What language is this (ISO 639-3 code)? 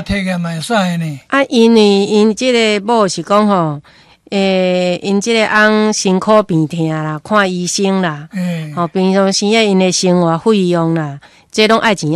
nan